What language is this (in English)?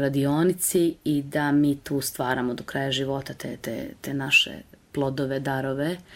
Serbian